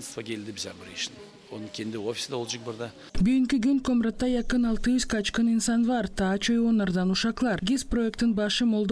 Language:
Gagauz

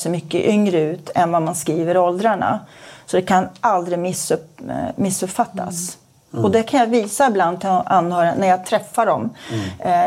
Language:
Swedish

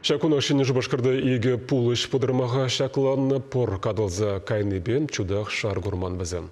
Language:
Chuvash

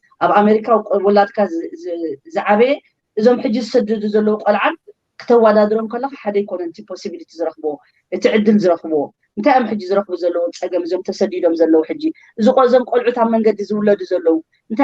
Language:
Tigrinya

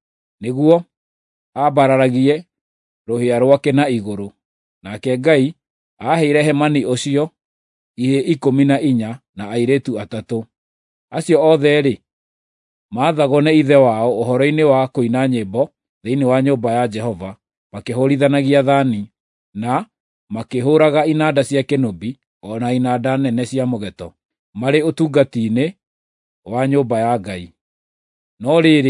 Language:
Kikuyu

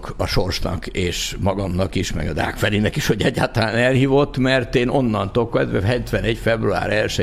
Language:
Hungarian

